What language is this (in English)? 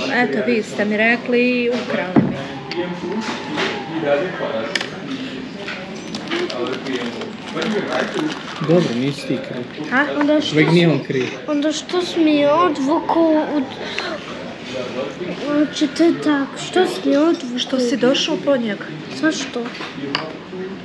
Bosnian